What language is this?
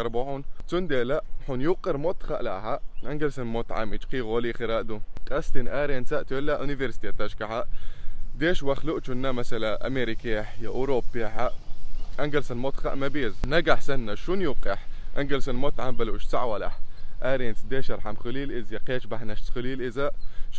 Chechen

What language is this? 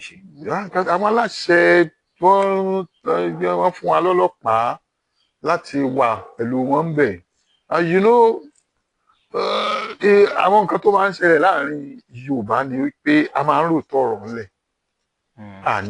Yoruba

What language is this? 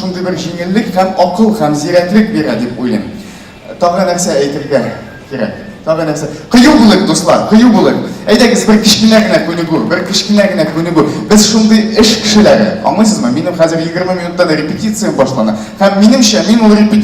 Tatar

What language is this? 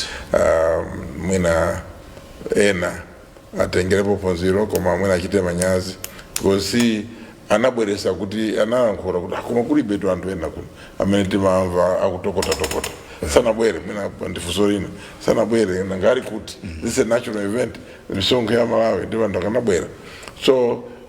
Nyanja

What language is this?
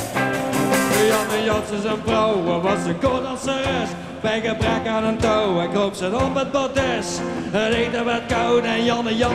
English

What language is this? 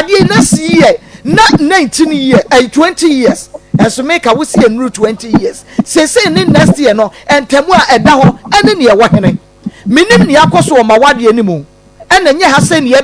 Akan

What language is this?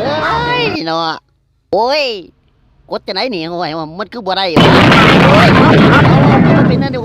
Northeastern Thai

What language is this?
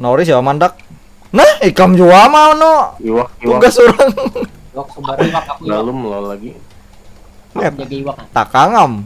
Banjar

